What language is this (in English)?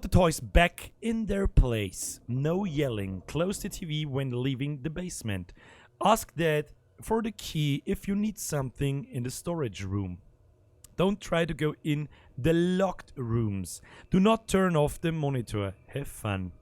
Bavarian